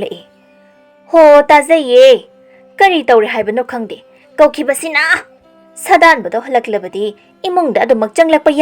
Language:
Manipuri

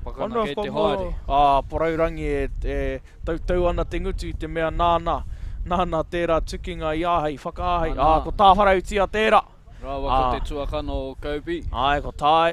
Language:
Māori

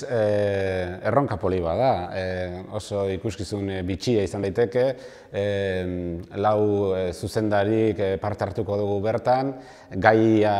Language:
Basque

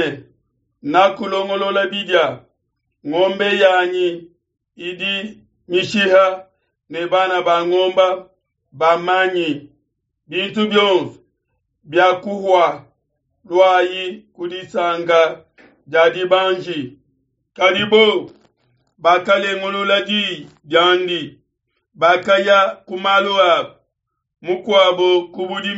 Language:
Luba-Lulua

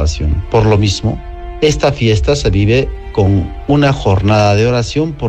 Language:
Spanish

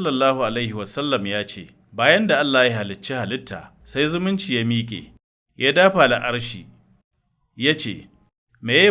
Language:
Hausa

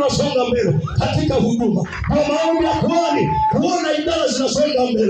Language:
Swahili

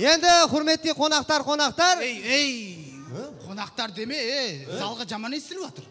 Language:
Kara-Kalpak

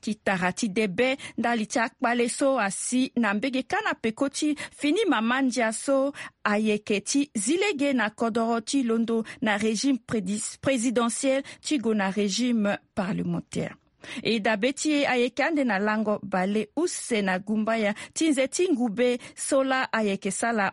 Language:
Sango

